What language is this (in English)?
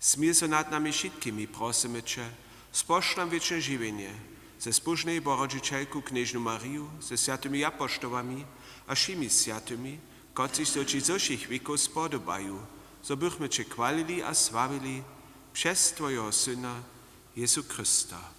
Upper Sorbian